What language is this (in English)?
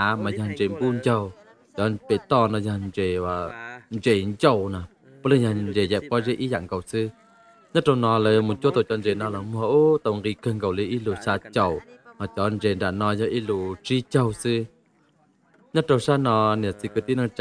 Vietnamese